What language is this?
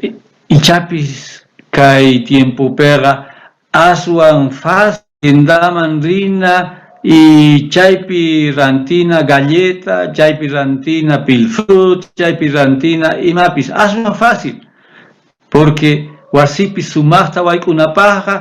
South Bolivian Quechua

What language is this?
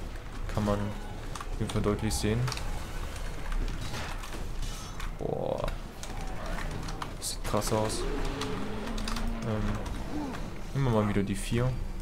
German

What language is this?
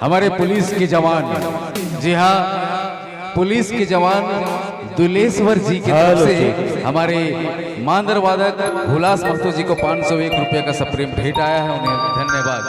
Sadri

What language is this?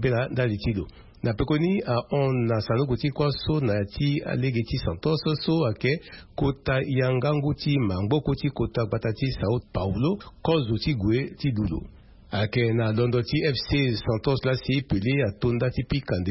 Sango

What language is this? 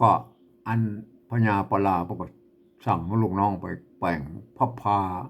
Northern Thai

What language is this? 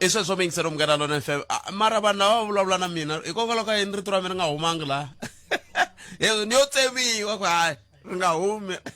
Tsonga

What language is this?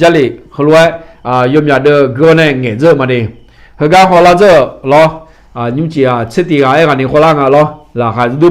Akha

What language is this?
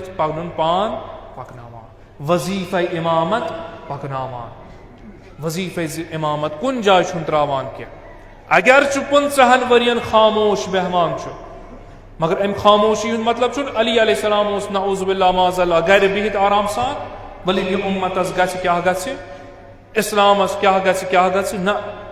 Kashmiri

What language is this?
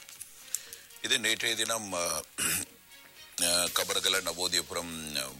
Tamil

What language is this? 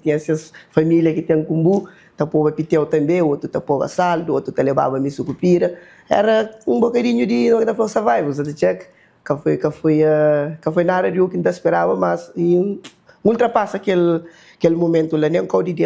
Kabuverdianu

